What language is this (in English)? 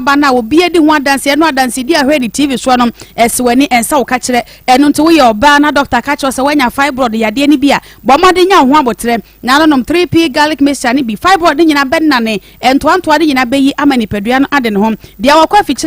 Akan